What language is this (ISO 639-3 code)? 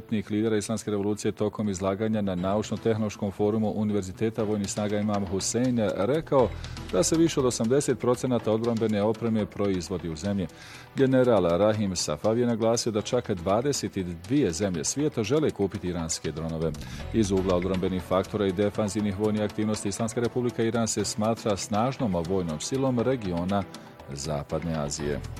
bos